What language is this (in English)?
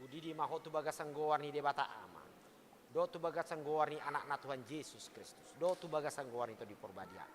Batak Toba